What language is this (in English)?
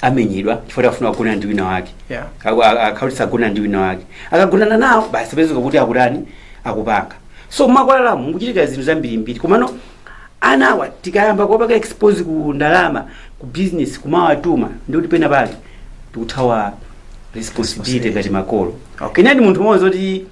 Nyanja